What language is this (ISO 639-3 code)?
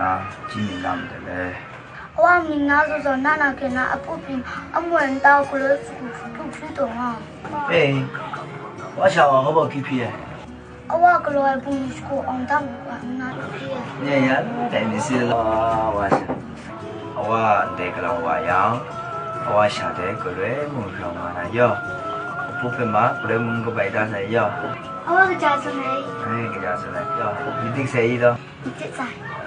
kac